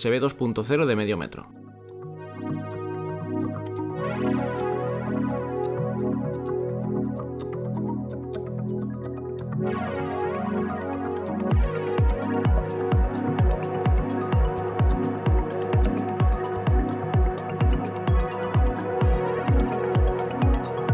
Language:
Spanish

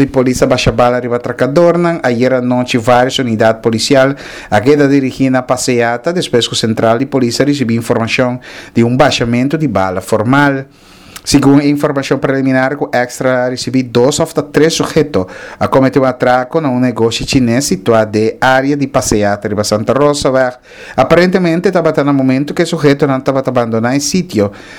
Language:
Papiamento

